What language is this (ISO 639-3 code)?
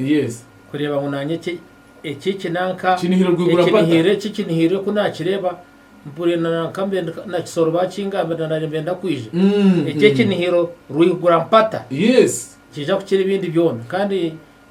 nyn